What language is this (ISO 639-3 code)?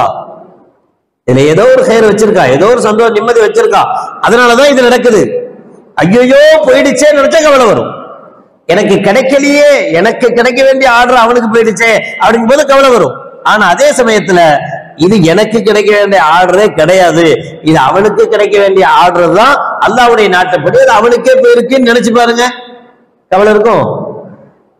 tam